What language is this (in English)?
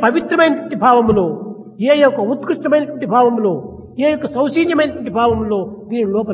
Telugu